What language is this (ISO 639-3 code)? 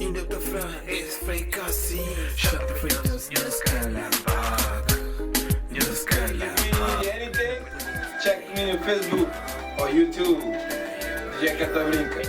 kea